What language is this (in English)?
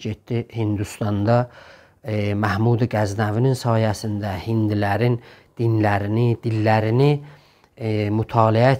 South Azerbaijani